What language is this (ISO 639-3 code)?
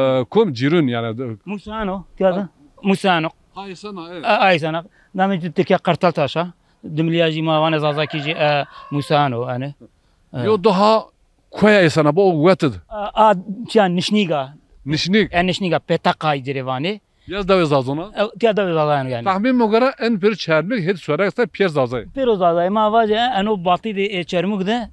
zza